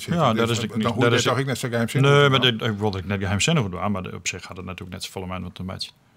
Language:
Western Frisian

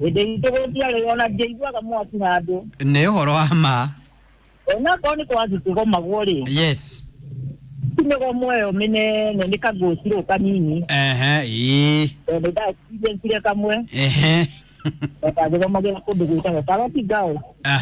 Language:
Kikuyu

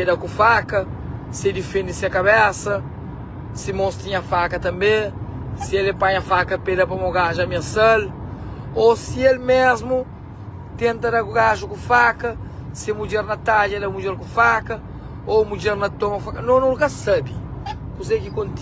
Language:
Kabuverdianu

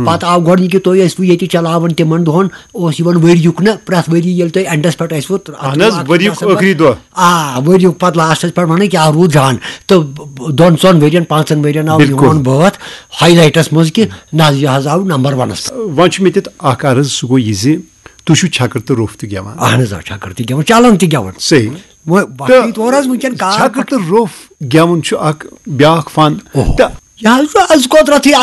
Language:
Kashmiri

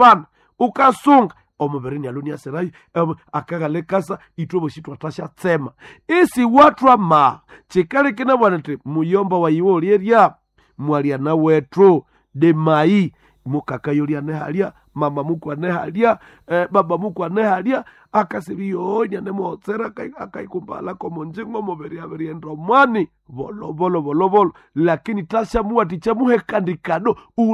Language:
Nande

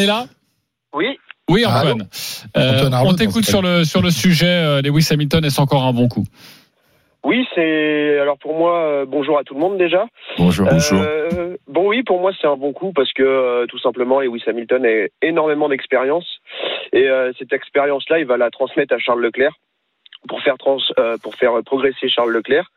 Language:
French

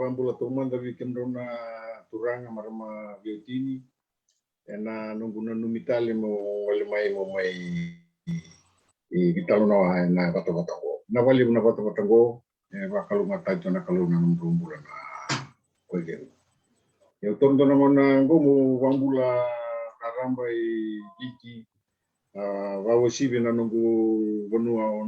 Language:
Fijian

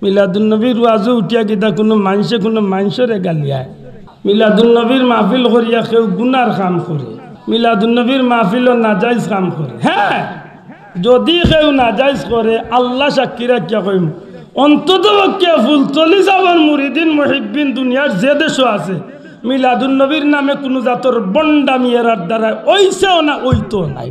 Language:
Sylheti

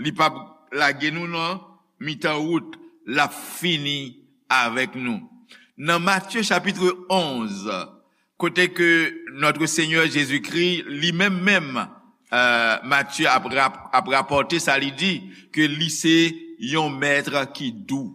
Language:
Haitian Creole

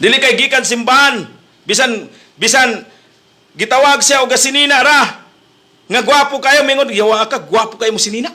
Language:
Cebuano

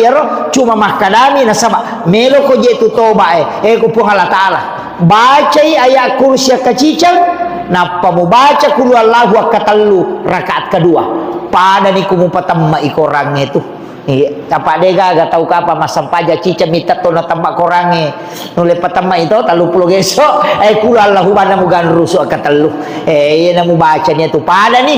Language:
Buginese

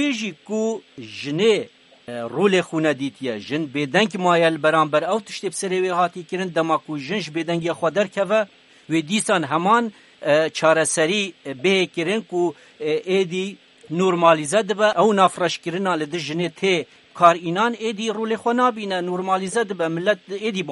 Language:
Kurdish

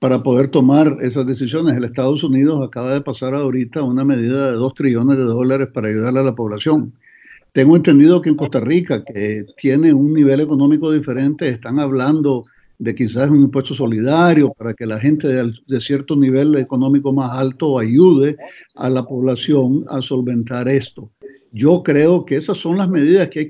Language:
Spanish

